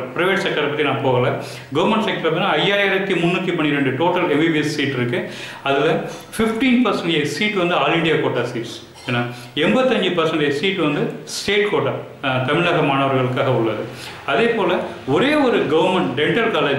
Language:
Tamil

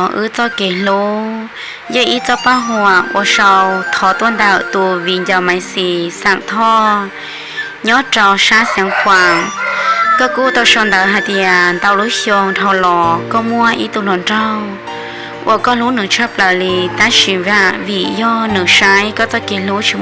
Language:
Hmong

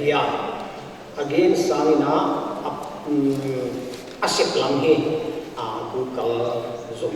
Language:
Paite Chin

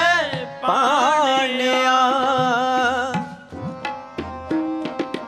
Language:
Punjabi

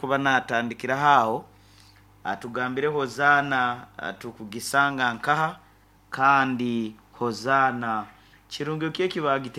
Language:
Nyankole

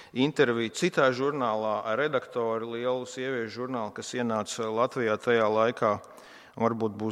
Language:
Latvian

